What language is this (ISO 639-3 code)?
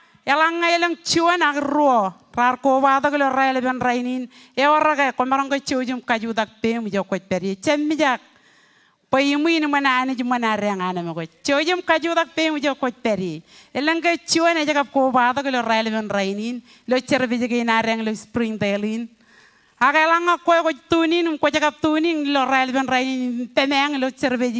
mah